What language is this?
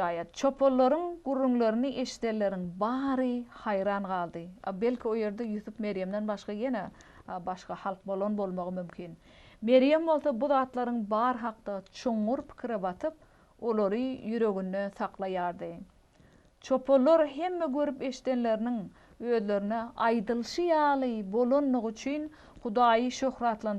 Turkmen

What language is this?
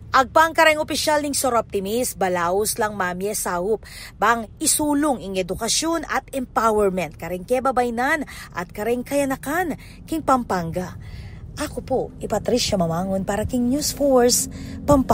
Pampanga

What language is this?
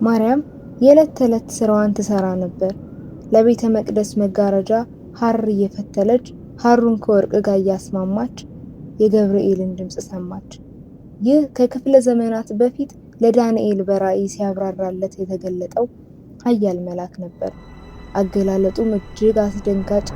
Amharic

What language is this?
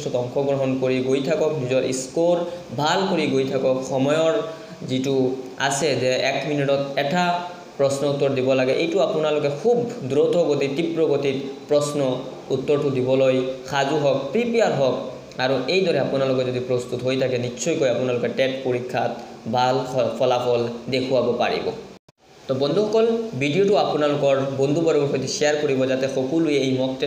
Assamese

